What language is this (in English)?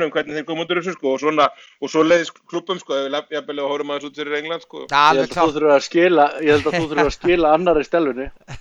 Icelandic